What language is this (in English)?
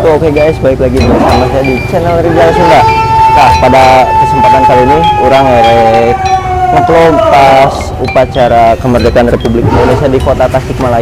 Sundanese